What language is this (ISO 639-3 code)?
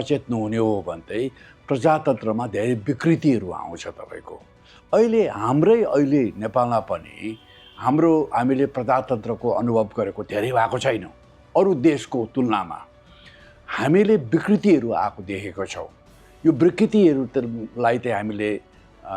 nep